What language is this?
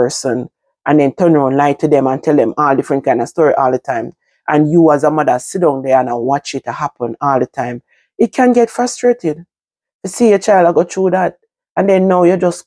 Jamaican Creole English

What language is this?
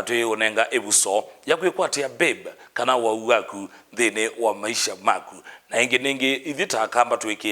Kamba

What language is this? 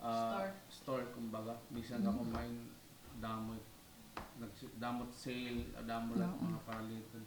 Waray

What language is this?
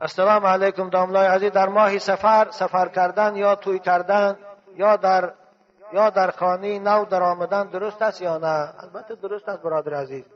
Tajik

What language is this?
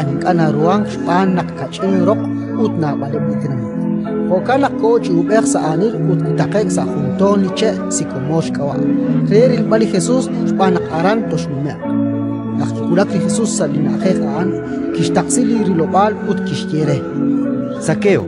Kekchí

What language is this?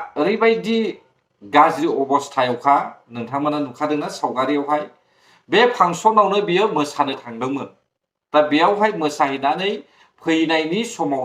Bodo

